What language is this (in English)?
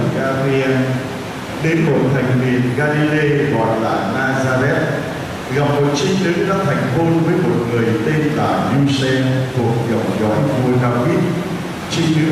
Vietnamese